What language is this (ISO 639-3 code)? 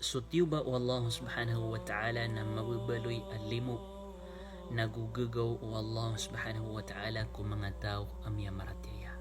mrw